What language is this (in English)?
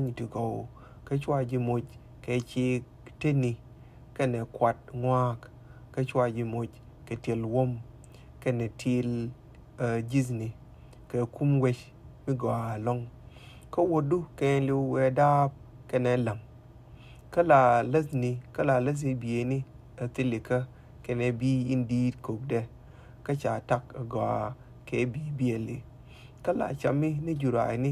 Nuer